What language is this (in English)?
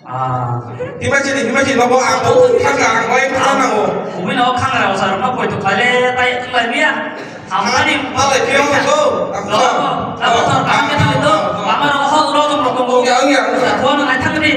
Kok Borok